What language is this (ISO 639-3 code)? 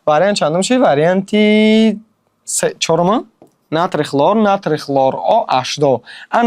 tgk